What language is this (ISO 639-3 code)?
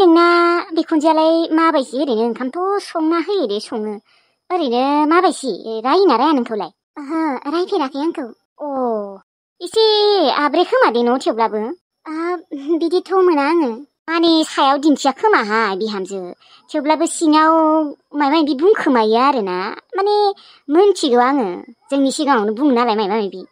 brx